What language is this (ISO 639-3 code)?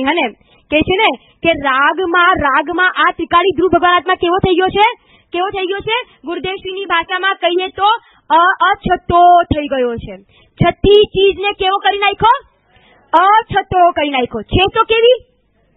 guj